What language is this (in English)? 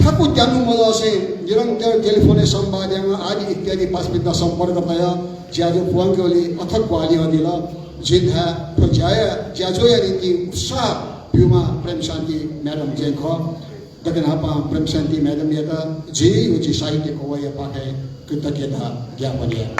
Newari